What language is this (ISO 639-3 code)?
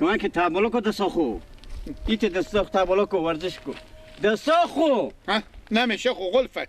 fas